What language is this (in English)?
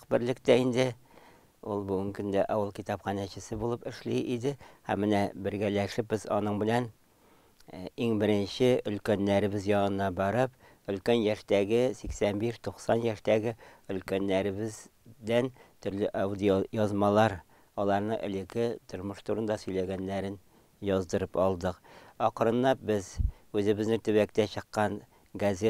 Tatar